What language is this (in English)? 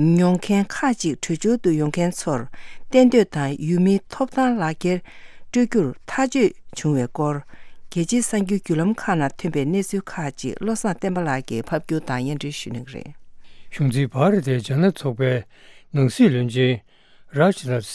Tibetan